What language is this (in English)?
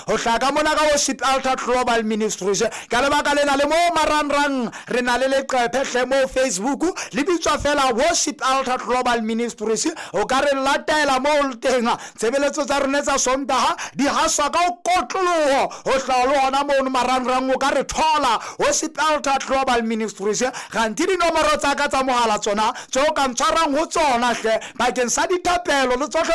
Southern Sotho